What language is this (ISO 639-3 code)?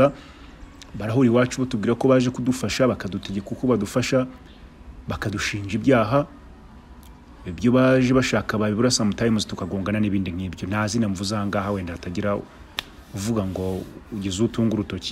kin